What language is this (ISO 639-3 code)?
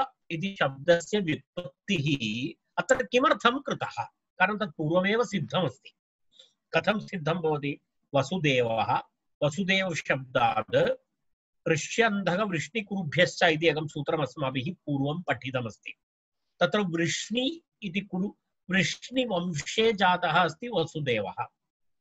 san